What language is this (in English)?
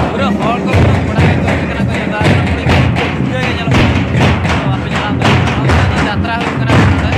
Santali